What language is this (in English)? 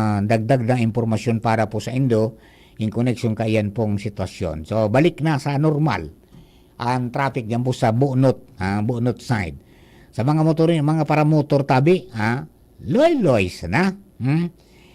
Bikol